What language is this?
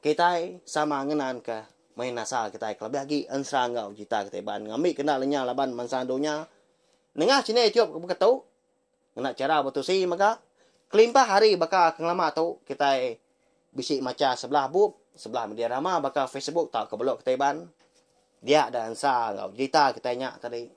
Iban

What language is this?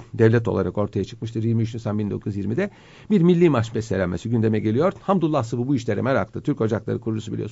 Turkish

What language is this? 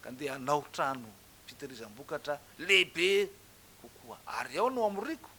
Malagasy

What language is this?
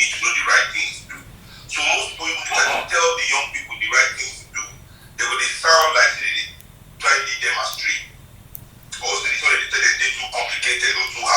Nigerian Pidgin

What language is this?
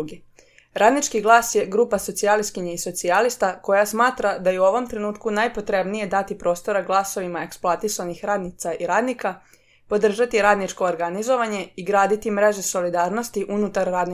Serbian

